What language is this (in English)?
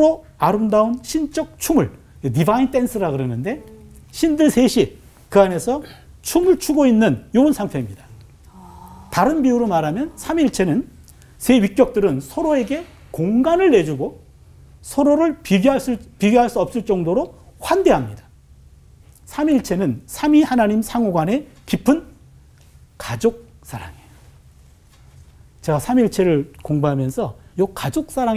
Korean